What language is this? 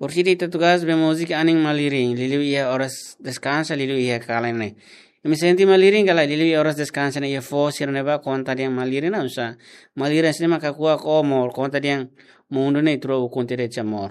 Tetum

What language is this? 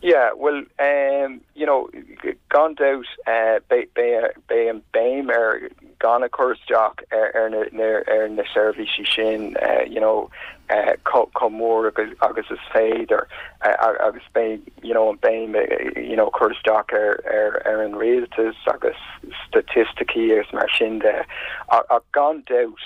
Irish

